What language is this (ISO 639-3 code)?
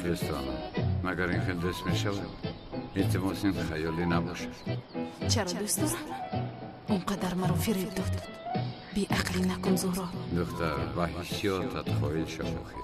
tgk